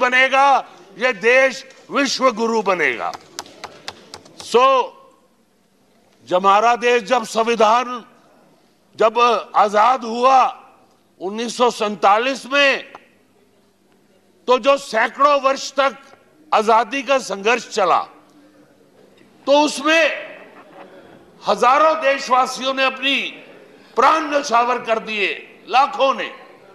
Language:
Hindi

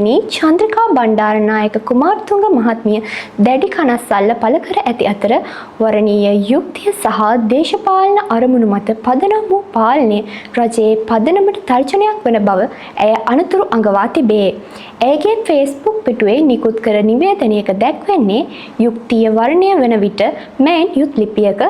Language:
Sinhala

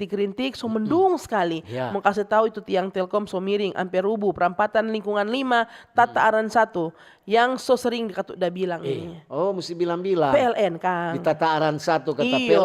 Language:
Manado Malay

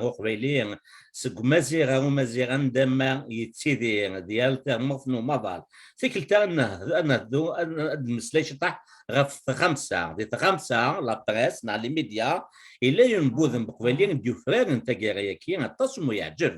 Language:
Kabyle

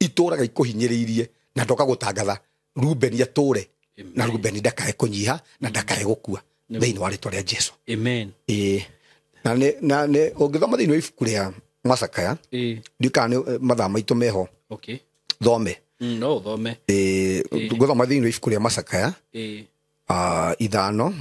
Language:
Kikuyu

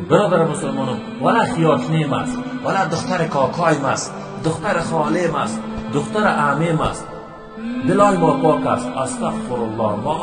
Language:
Persian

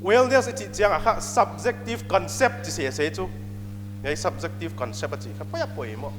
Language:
Paite Chin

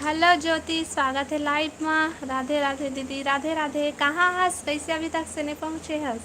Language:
Chhattisgarhi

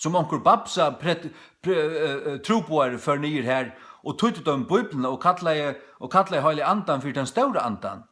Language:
Faroese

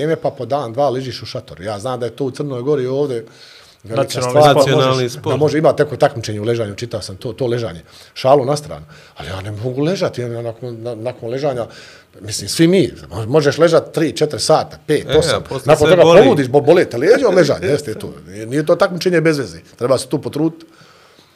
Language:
Bosnian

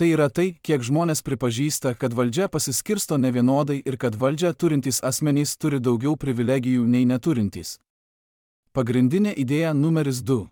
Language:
Lithuanian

